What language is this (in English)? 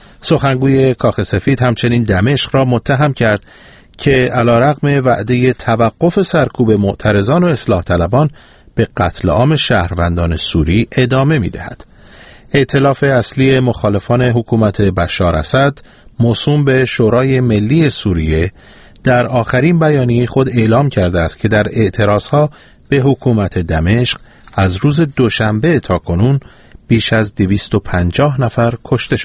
Persian